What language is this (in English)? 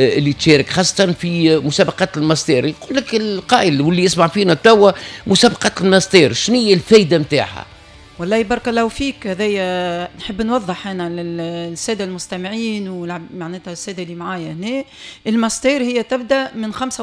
Tunisian Arabic